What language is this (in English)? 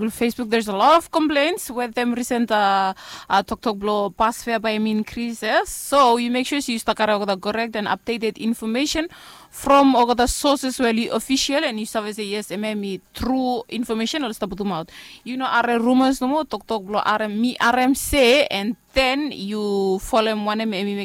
Bislama